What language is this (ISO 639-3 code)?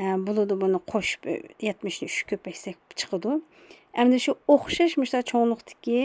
uig